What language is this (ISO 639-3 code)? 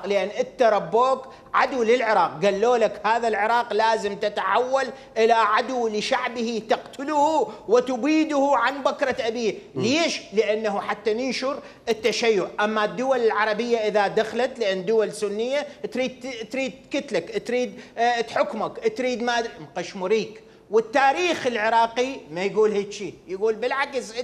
acm